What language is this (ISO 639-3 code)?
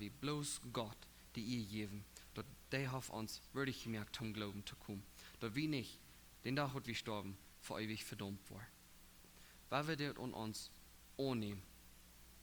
pdt